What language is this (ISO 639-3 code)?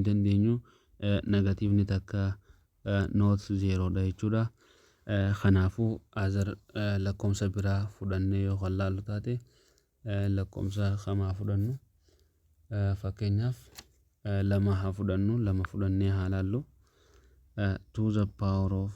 orm